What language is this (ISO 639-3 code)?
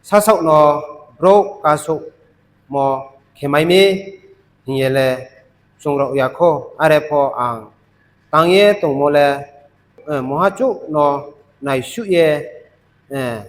ria